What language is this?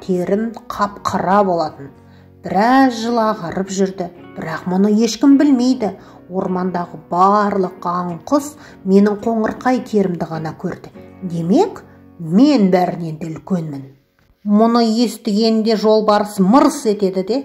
Kazakh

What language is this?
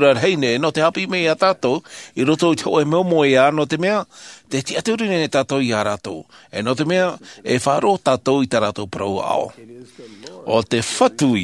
Tahitian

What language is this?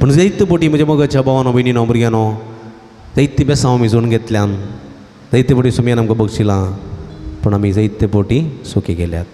Konkani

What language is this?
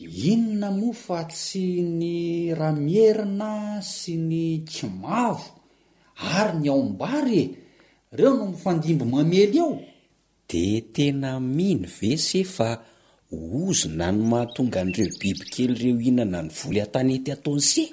Malagasy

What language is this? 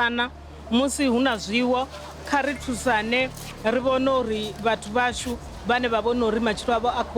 Venda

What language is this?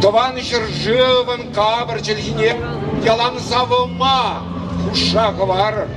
Chuvash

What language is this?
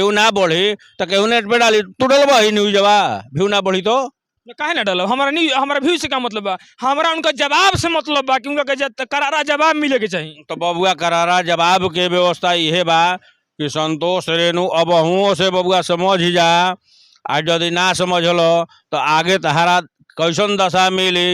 Bhojpuri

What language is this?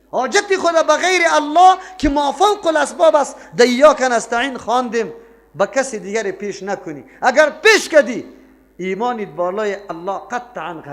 Persian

